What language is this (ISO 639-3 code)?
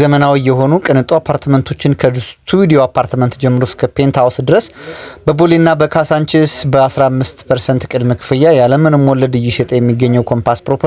amh